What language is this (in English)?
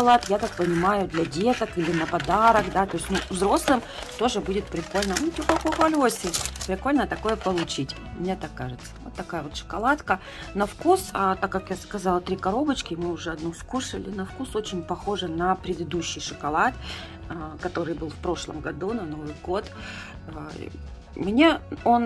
Russian